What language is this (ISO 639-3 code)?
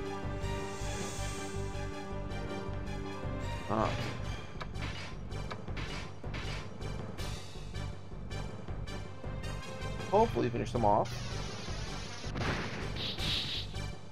eng